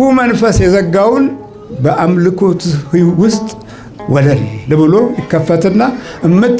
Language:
Amharic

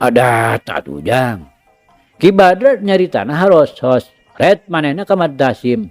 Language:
Sundanese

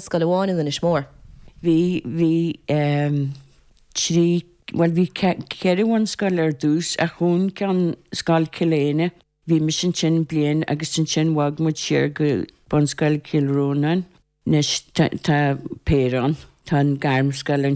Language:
Irish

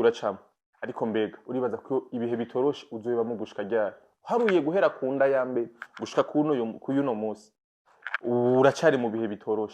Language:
Rundi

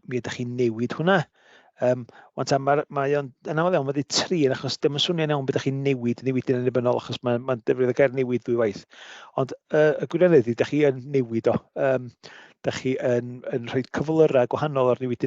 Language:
Welsh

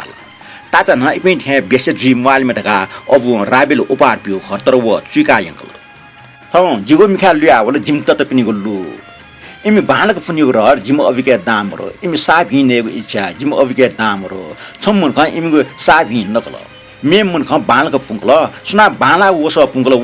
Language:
Newari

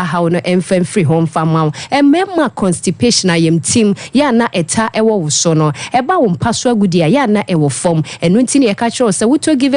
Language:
Akan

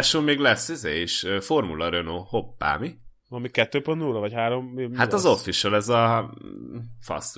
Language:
Hungarian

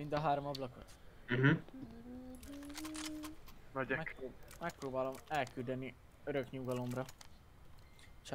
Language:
Hungarian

